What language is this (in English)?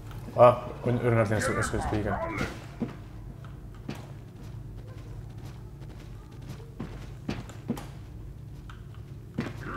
Basque